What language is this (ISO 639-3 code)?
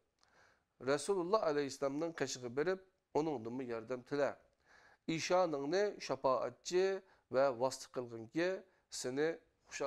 uig